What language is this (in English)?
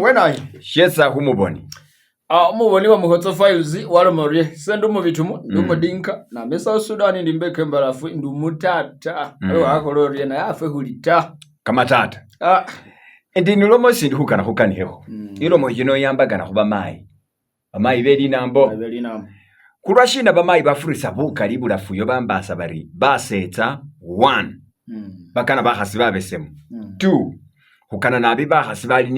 Masaaba